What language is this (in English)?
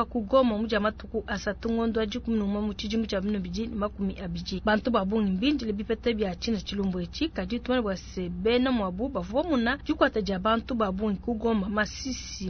Luba-Lulua